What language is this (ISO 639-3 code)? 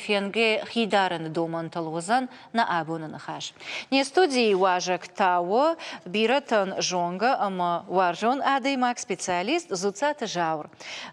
oss